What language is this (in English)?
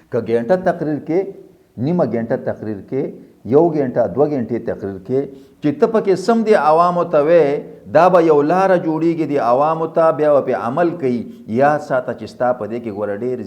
Pashto